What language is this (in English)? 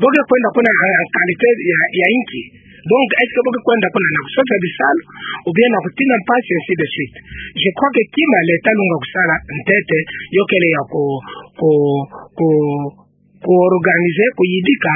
Kituba (Democratic Republic of Congo)